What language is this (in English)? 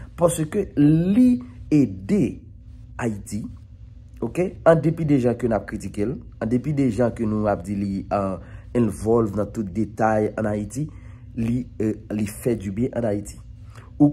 Haitian Creole